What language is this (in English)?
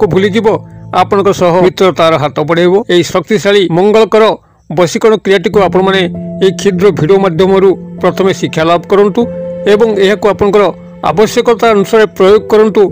Odia